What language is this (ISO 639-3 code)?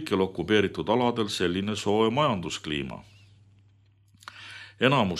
est